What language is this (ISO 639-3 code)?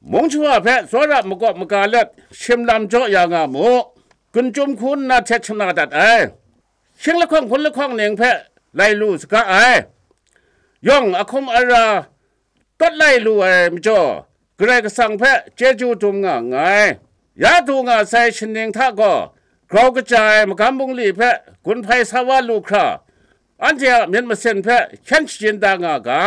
kac